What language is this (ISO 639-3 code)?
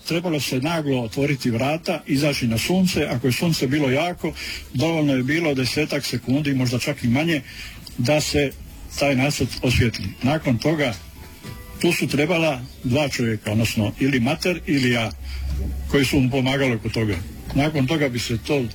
hrv